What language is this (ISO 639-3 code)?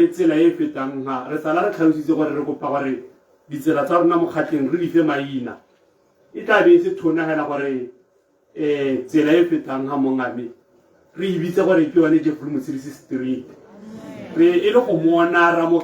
tsn